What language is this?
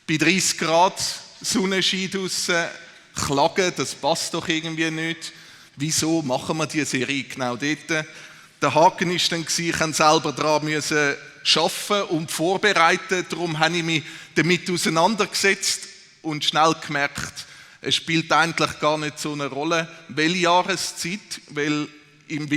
Swiss German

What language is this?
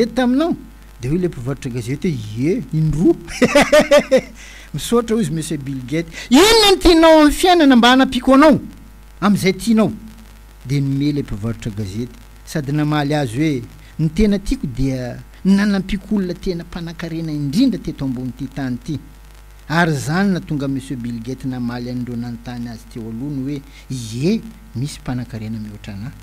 Malagasy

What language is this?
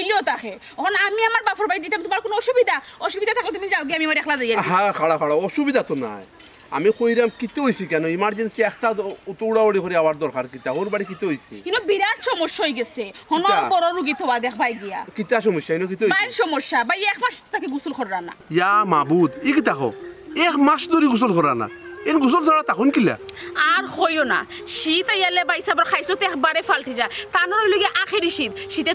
Sylheti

